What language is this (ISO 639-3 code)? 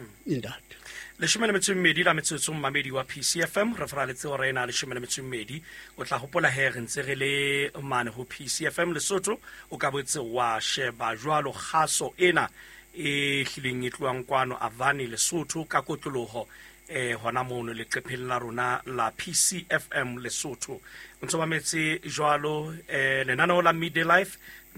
sot